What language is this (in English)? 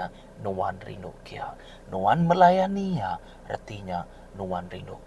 Iban